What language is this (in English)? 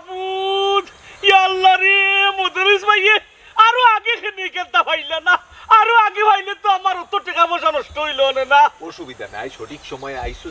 Sylheti